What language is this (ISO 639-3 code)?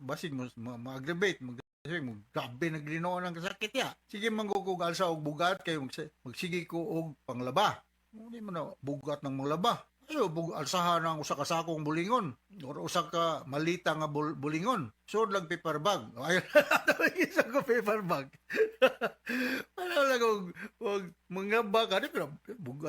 ceb